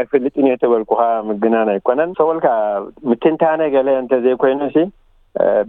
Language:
Tigrinya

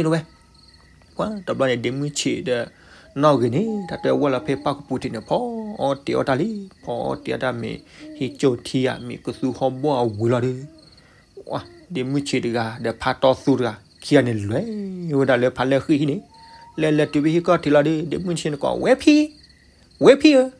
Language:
S'gaw Karen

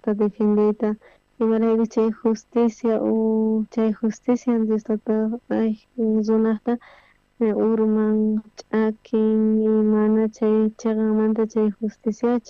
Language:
South Bolivian Quechua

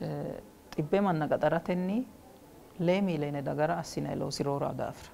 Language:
Sidamo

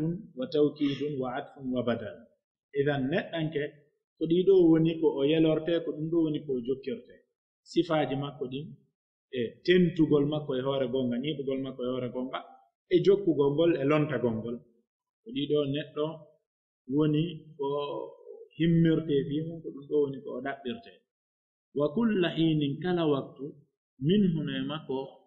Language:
Pular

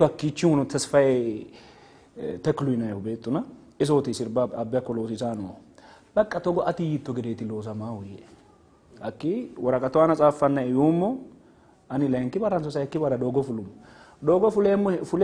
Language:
Sidamo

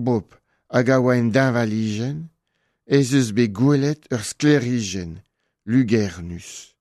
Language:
Breton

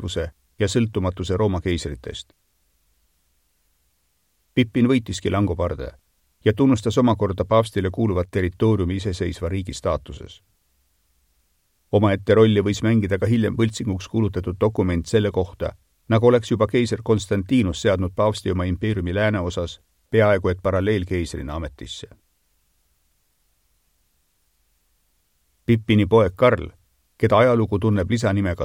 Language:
Estonian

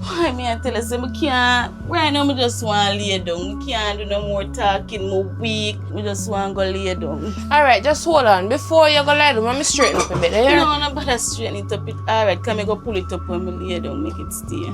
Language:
Jamaican Creole English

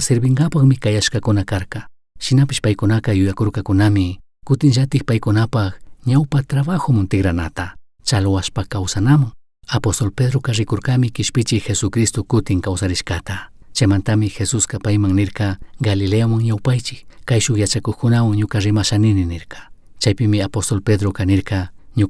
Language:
Chimborazo Highland Quichua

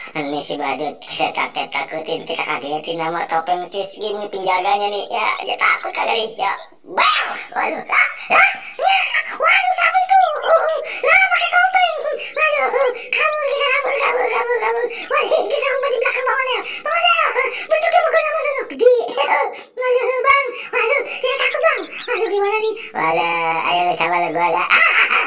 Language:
Betawi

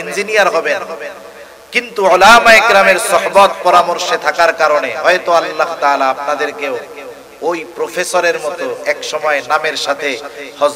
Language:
Bangla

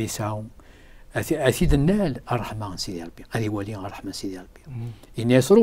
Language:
Kabyle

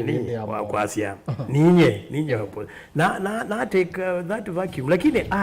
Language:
Kamba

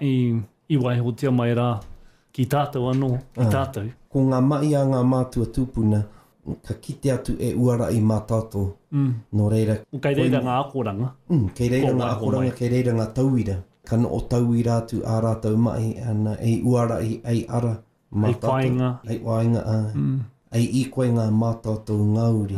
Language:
Māori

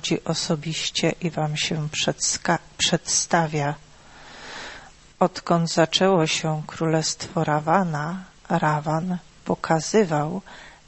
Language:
Polish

